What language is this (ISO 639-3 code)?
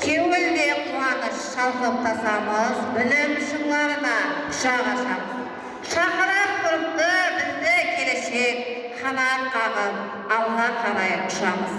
kaa